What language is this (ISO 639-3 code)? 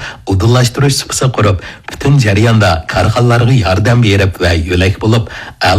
uig